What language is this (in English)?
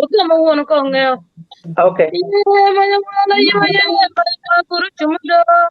Acoli